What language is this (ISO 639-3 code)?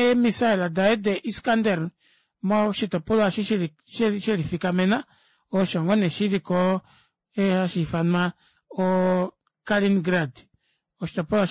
kua